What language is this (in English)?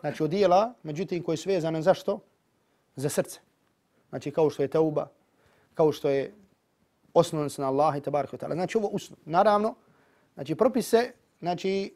Bosnian